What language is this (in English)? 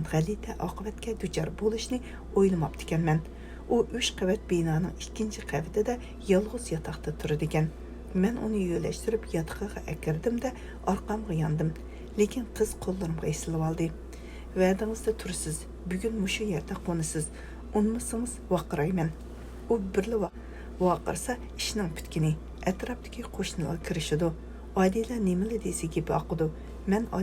Uyghur